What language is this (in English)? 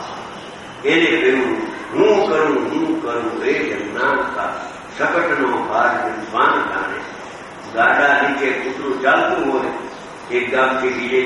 Gujarati